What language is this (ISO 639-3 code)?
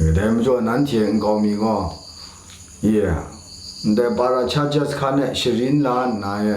kac